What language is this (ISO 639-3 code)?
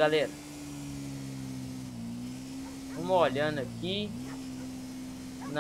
por